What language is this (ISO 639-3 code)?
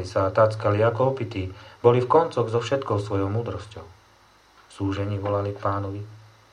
slk